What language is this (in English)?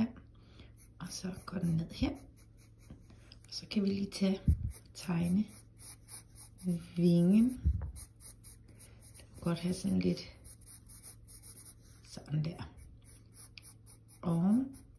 Danish